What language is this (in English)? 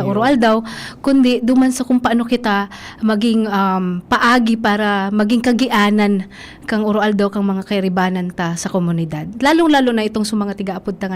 Bikol